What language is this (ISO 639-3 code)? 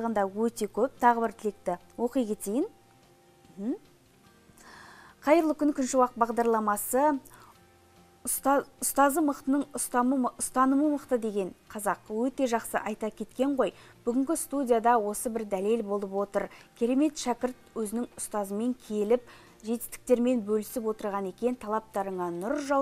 kaz